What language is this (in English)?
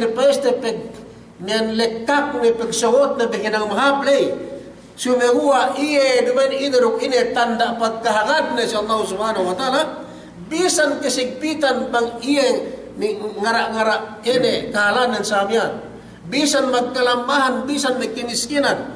Yakan